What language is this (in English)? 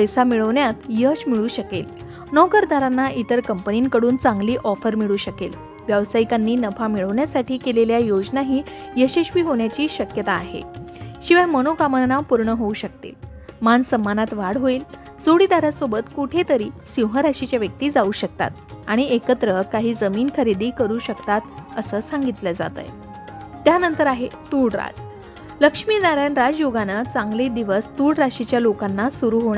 Marathi